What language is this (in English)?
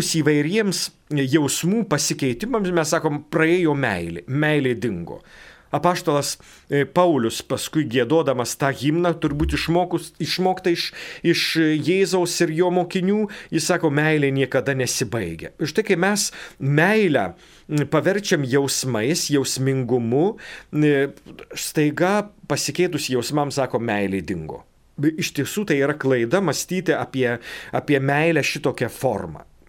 Lithuanian